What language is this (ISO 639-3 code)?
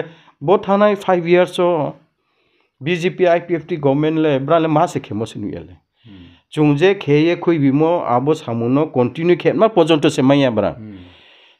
ria